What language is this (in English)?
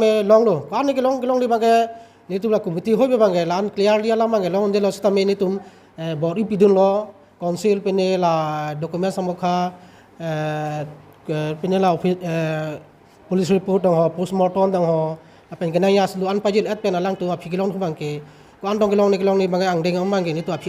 Karbi